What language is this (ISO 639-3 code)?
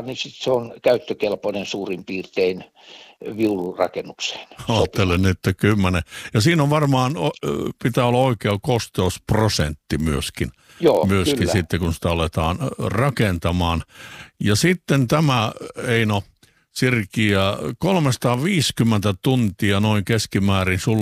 fin